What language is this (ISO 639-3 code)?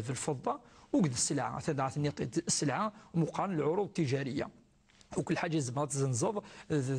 ary